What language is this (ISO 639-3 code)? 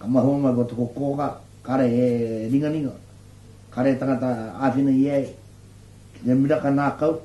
mri